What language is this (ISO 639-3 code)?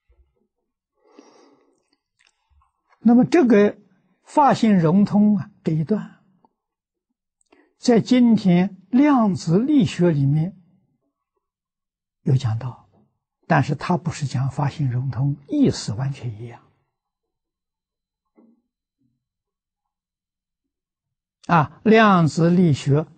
zho